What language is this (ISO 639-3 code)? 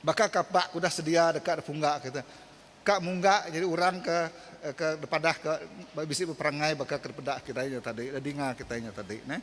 iba